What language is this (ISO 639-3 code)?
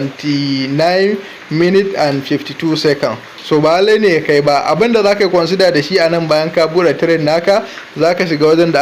hau